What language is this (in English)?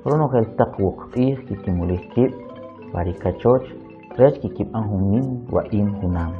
Kʼicheʼ